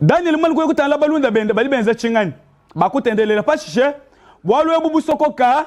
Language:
Luba-Lulua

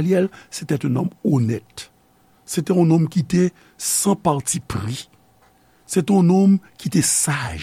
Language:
Haitian Creole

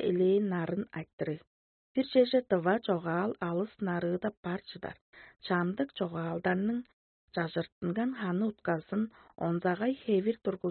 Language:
Tuvinian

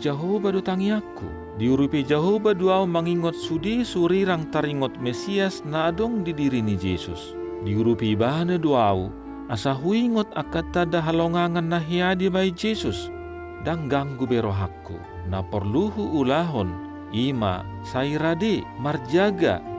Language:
Batak Toba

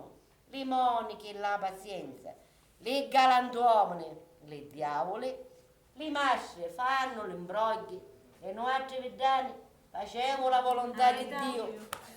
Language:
Sicilian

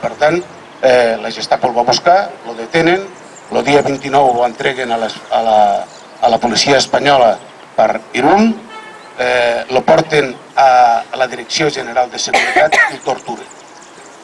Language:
Catalan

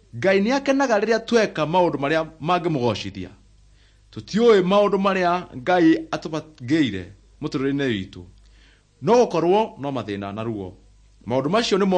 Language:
Kikuyu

